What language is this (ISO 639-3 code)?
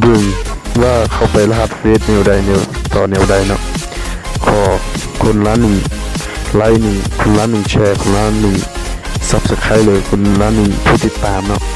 lao